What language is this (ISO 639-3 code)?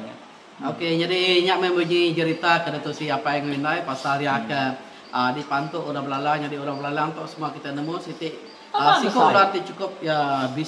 iba